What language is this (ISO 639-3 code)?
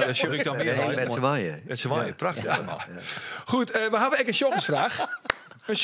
fry